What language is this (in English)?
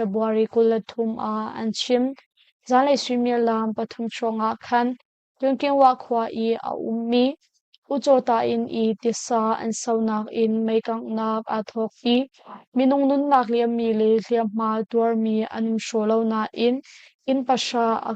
Hakha Chin